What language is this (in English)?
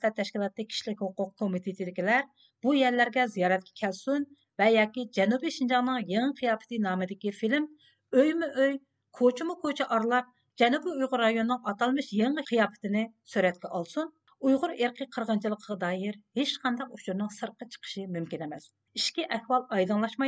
Uyghur